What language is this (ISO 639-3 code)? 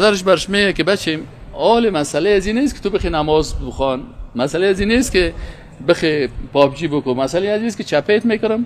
fas